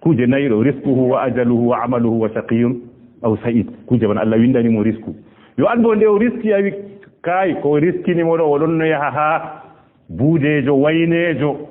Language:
Fula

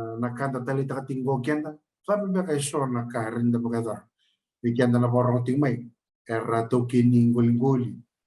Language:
Fijian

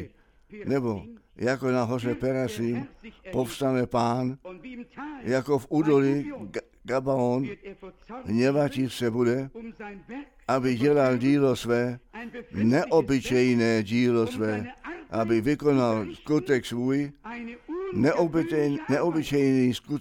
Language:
Czech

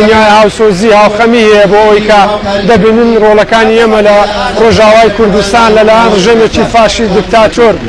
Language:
Central Kurdish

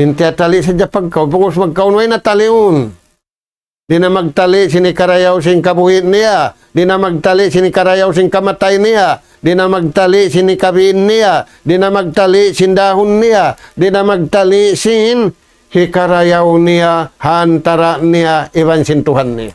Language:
Tausug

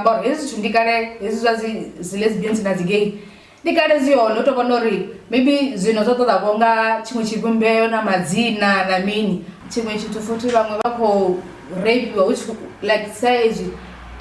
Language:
Venda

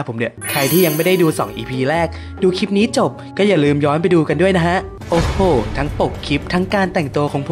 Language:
Thai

